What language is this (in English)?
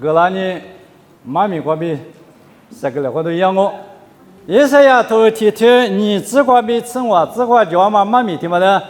Lisu